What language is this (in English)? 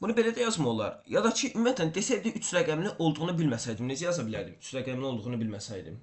Azerbaijani